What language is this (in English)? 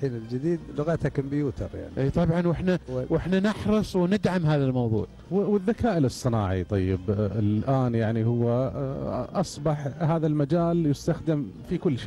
Gulf Arabic